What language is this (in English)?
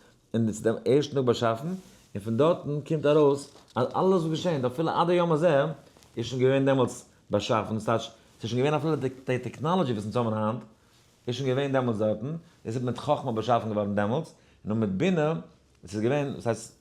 Yiddish